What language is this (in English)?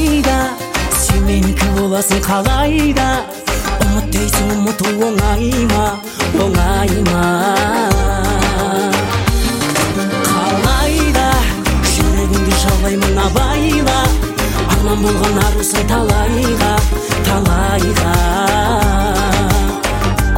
Kazakh